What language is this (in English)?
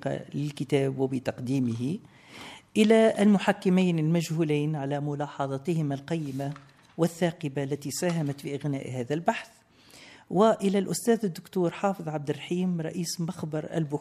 Tunisian Arabic